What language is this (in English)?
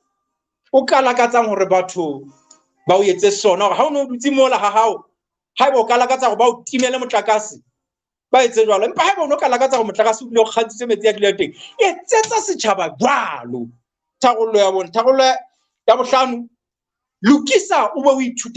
Southern Sotho